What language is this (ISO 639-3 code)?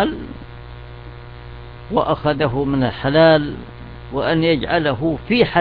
ara